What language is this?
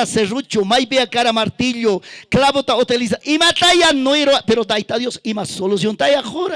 Ayacucho Quechua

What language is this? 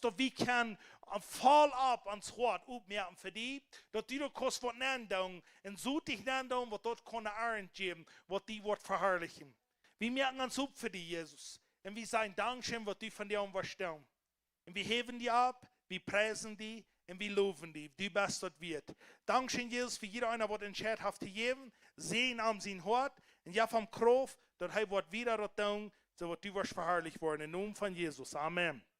Plautdietsch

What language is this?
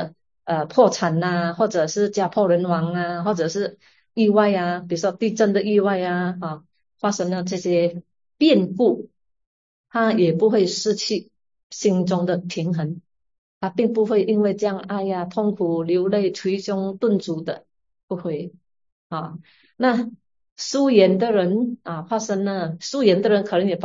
Chinese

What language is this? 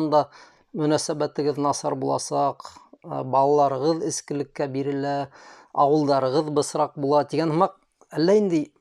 Bashkir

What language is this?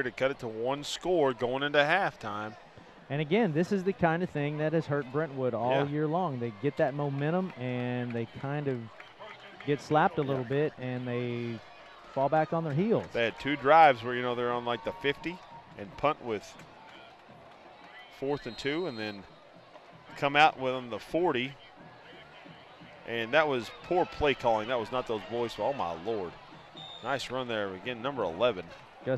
English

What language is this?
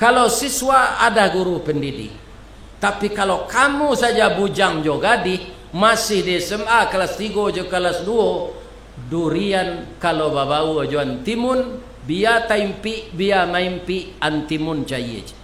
Minangkabau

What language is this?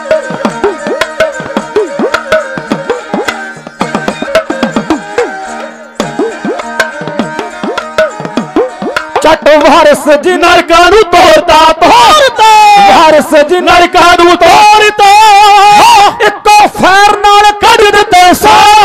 Punjabi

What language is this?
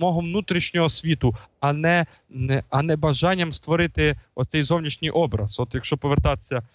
Ukrainian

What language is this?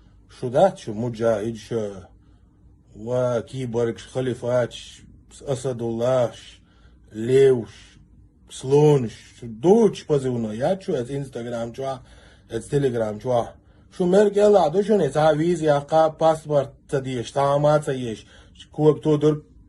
Chechen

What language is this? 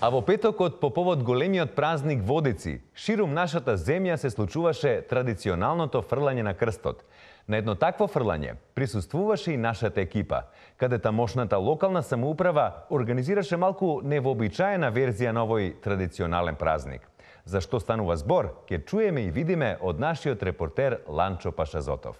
Macedonian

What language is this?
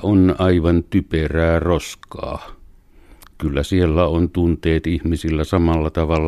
Finnish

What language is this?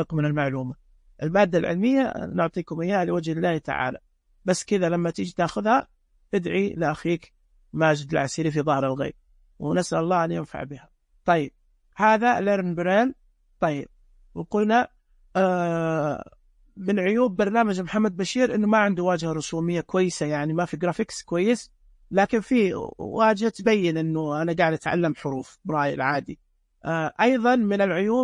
Najdi Arabic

